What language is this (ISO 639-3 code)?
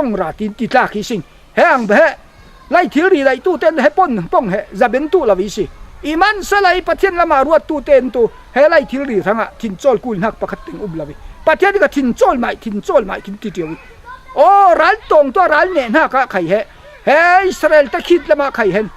cfm